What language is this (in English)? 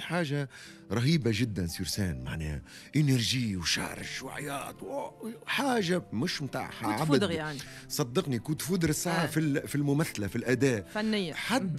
Tunisian Arabic